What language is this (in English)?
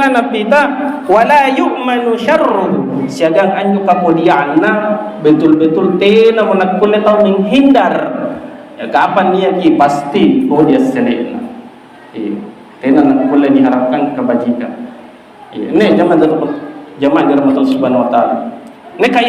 Makasar